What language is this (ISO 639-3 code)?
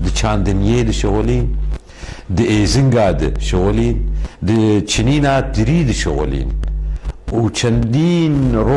kur